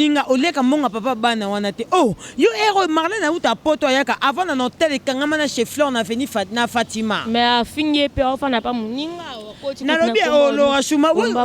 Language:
Lingala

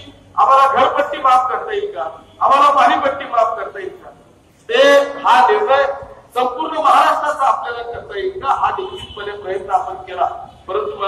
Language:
Marathi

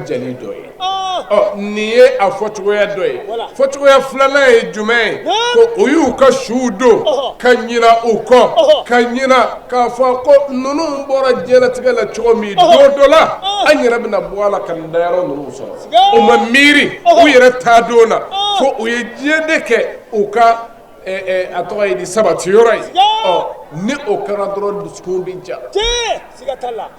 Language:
Bambara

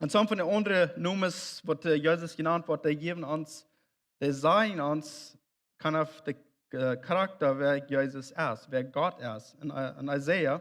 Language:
Plautdietsch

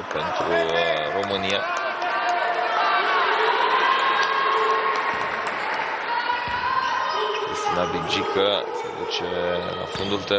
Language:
Romanian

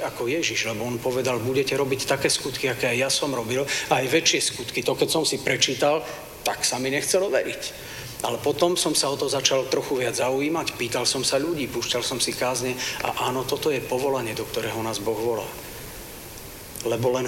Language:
Slovak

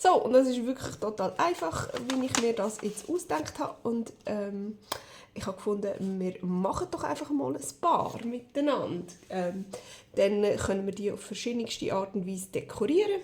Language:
Swiss German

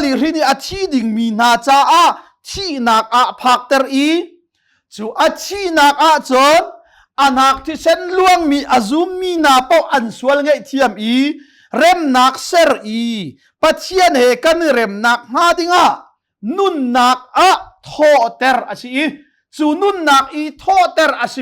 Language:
Hakha Chin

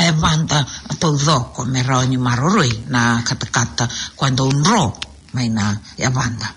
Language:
Fijian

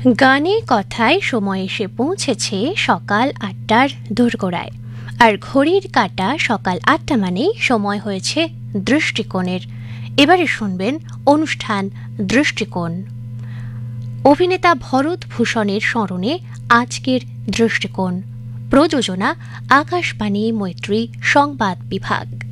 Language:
Bangla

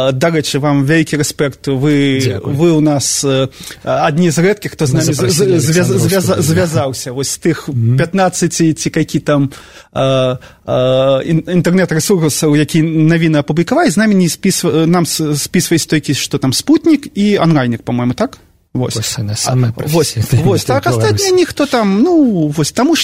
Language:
Belarusian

